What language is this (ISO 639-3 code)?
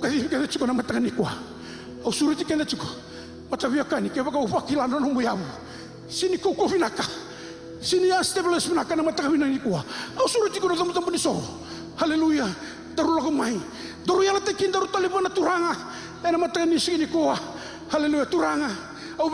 fij